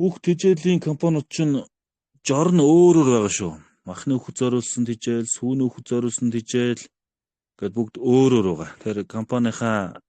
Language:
Mongolian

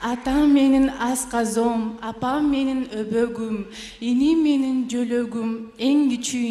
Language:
Kyrgyz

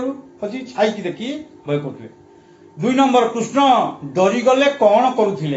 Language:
Odia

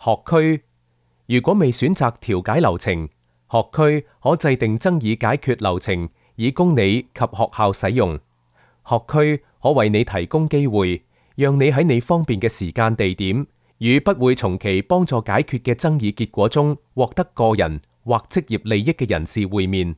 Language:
Cantonese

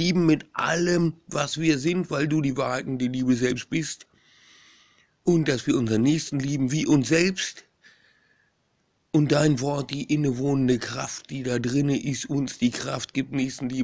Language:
German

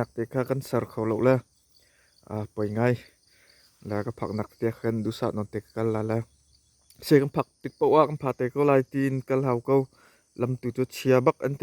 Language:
Hakha Chin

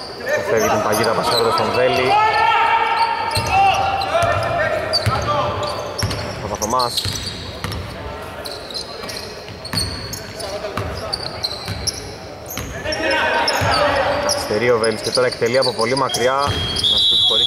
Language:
Greek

